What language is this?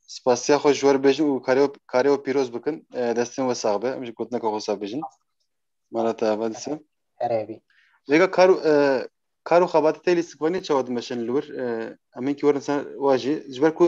Kurdish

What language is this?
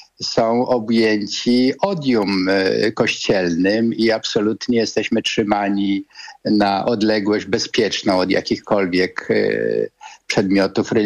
Polish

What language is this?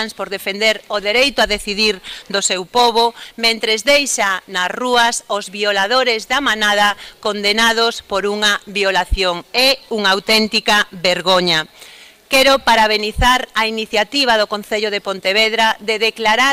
Galician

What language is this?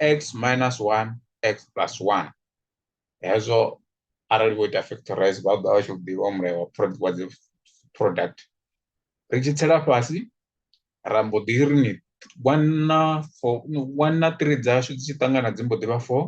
Venda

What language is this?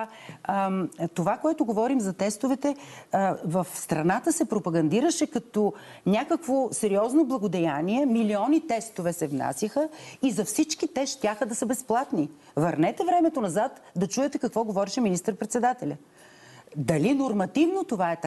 Bulgarian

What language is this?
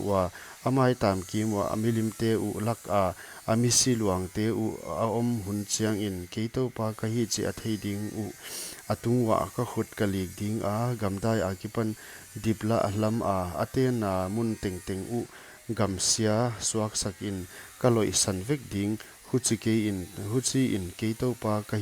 Paite Chin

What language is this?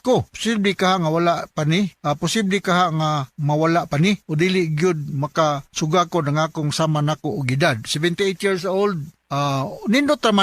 Cebuano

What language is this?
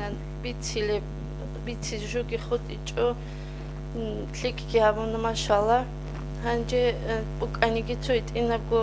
Avaric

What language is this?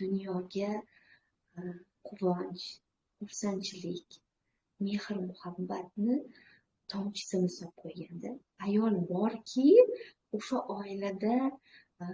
Uzbek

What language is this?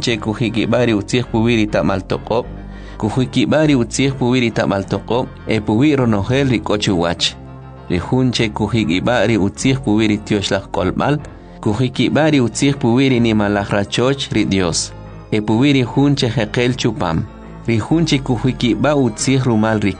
Kʼicheʼ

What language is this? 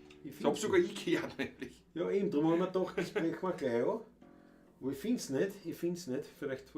Bavarian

